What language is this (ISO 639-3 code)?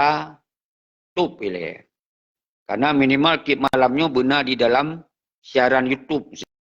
ace